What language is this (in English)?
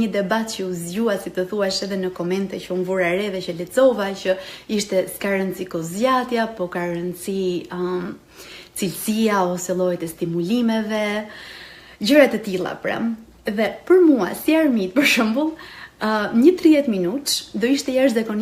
Albanian